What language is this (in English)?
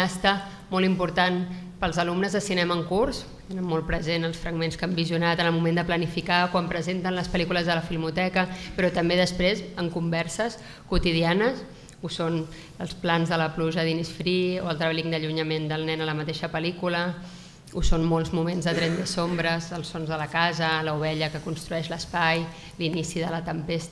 Catalan